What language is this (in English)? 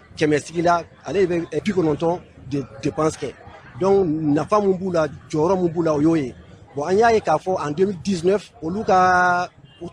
Bambara